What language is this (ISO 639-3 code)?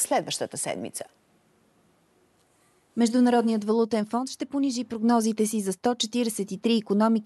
bul